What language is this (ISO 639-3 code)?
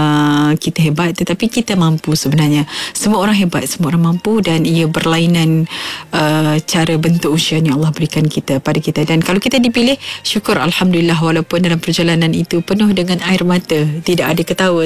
msa